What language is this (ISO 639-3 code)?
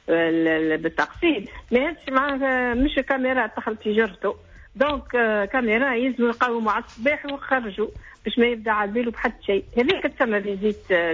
aeb